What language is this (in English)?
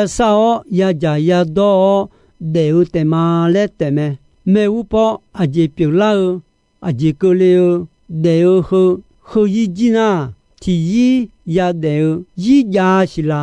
Akha